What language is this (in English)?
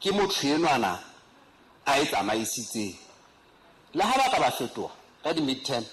Southern Sotho